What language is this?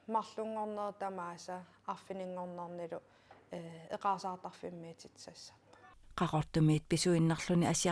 Kalaallisut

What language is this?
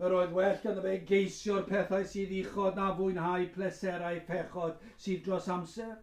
Welsh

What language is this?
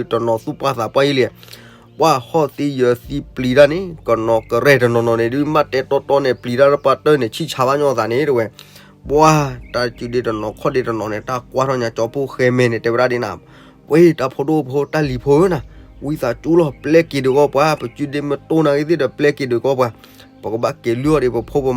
S'gaw Karen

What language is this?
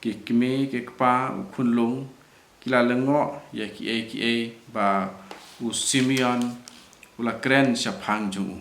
Khasi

